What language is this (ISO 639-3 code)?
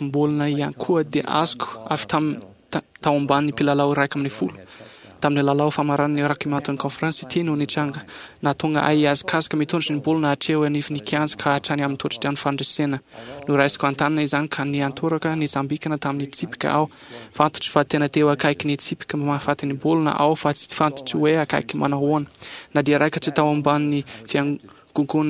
mlg